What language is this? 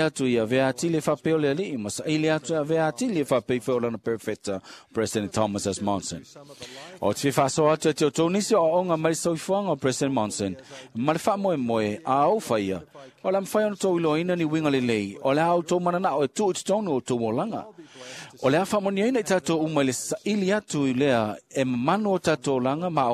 Samoan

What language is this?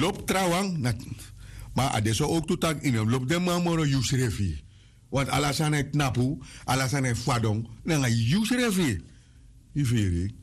Sranan Tongo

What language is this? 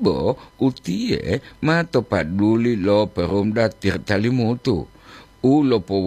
Gorontalo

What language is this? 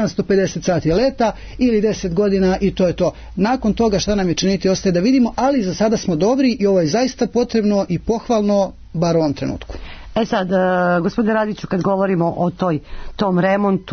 Serbian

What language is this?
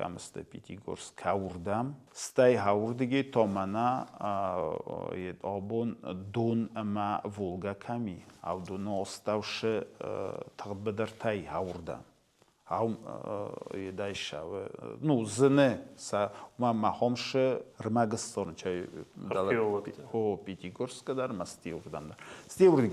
Ossetic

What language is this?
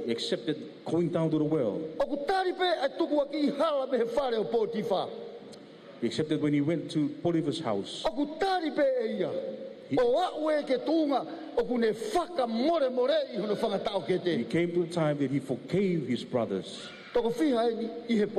Tongan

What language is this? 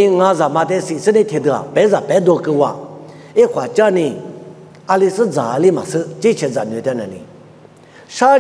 Lisu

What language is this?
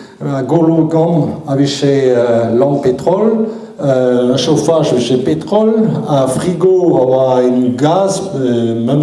Breton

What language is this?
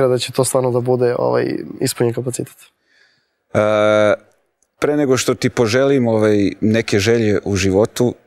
Serbian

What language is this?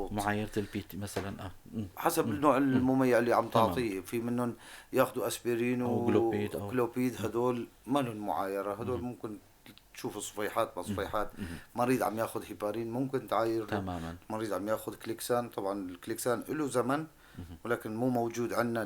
North Levantine Arabic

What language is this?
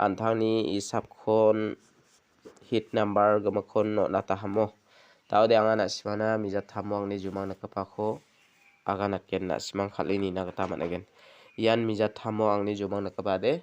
Garo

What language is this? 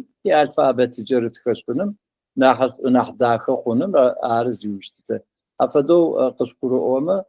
Adyghe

